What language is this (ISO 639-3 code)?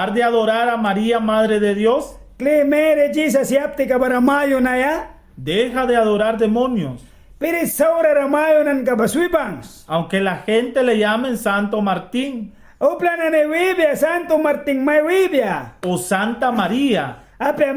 miq